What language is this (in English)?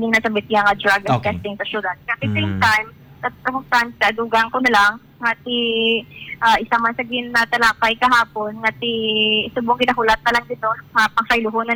Hiligaynon